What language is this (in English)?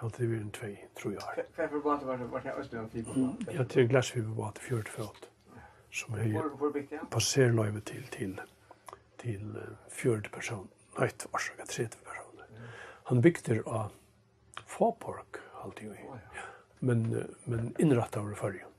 Faroese